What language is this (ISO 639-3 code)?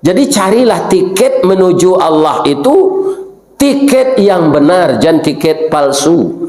min